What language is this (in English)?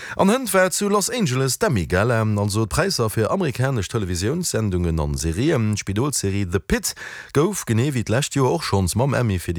Luxembourgish